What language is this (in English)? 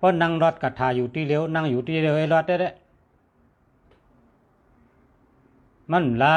Shan